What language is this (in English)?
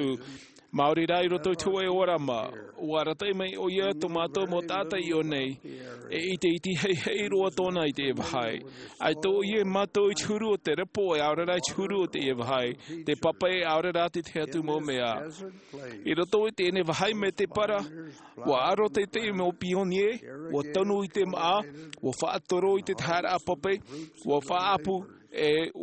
Tahitian